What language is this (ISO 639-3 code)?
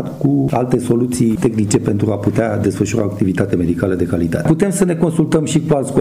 ron